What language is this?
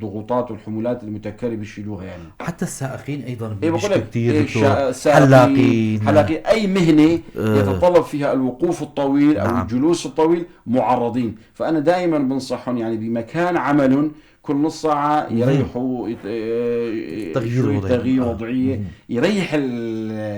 North Levantine Arabic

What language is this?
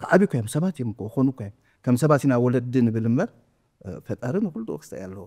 Tigrinya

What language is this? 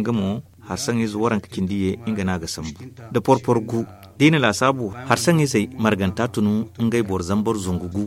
Zarma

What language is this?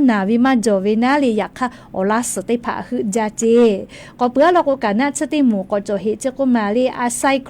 Lahu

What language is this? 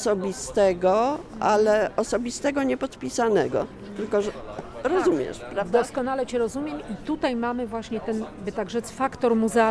Polish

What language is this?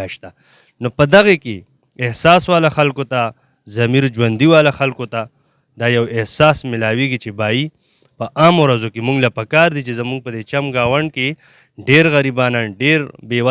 Pashto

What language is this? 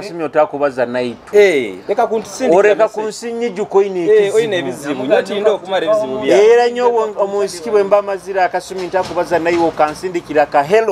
Nyoro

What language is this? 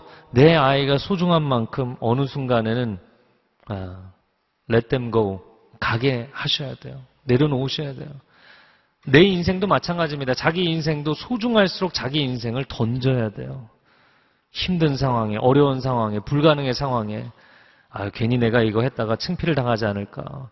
Korean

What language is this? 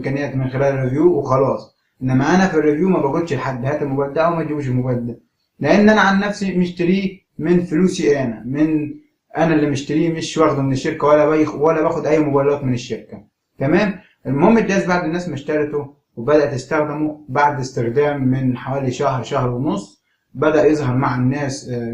Egyptian Arabic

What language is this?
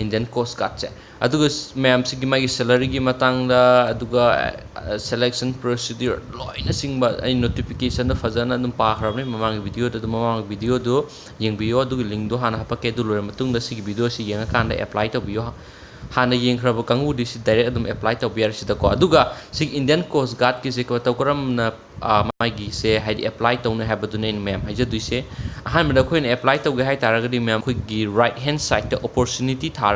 Manipuri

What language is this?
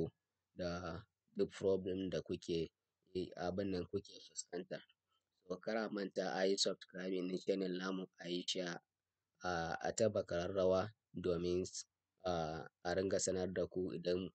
Hausa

